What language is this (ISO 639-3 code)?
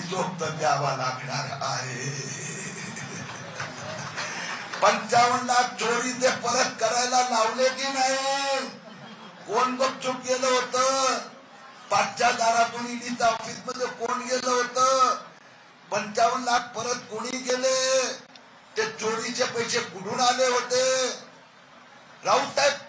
mar